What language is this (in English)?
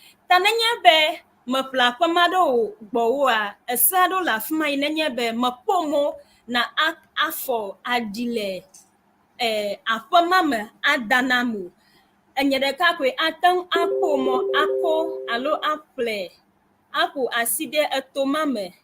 Ewe